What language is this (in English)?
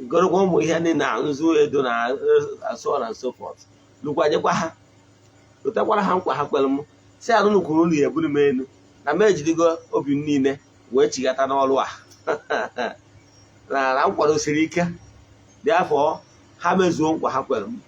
Igbo